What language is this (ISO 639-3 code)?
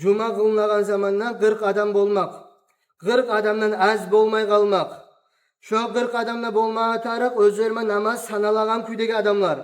kum